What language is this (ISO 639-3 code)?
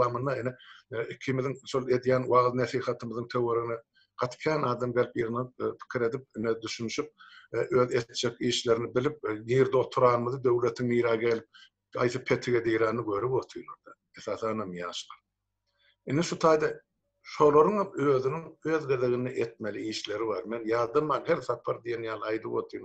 tuk